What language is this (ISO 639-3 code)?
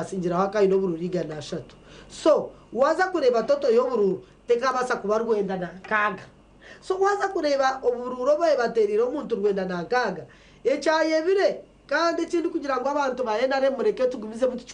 nyn